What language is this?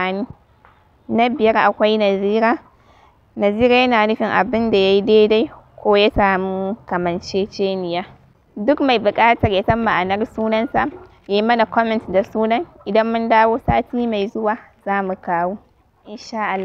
Hausa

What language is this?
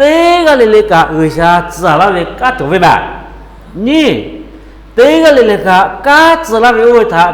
Lahu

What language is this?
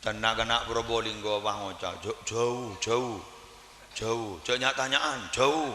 Madurese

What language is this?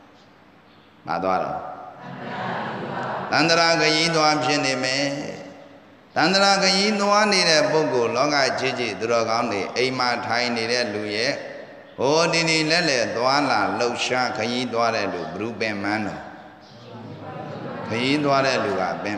Burmese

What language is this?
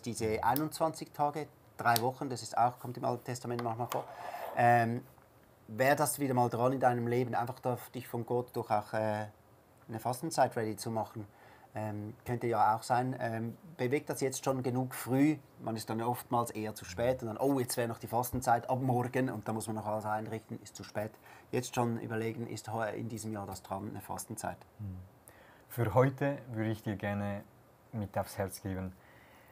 Swiss German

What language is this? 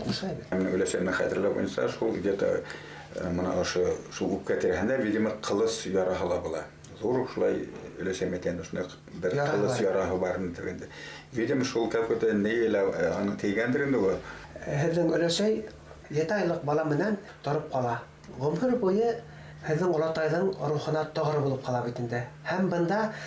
Bashkir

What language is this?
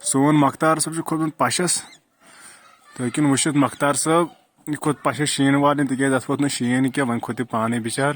Kashmiri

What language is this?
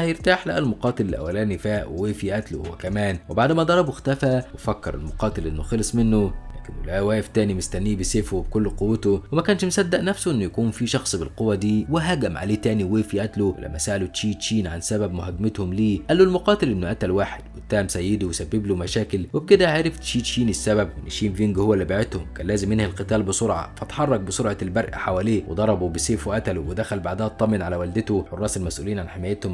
Egyptian Arabic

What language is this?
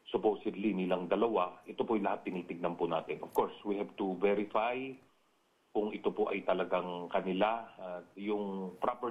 Filipino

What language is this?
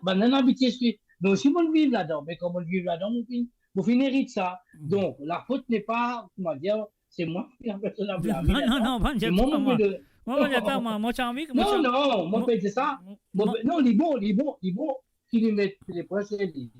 Morisyen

